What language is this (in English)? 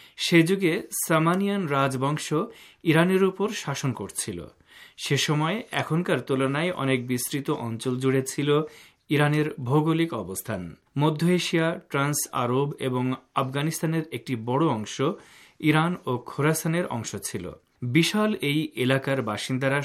Bangla